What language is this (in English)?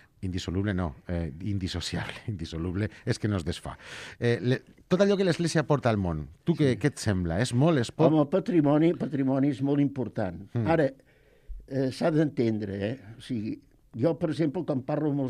Catalan